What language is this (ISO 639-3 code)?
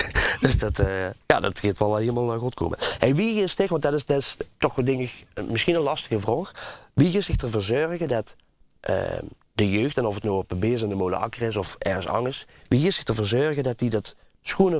lim